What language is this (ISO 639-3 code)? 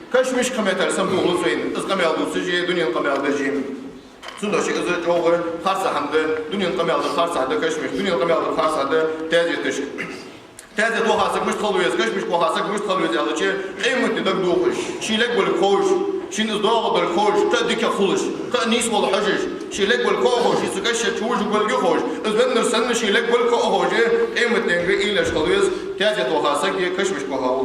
inh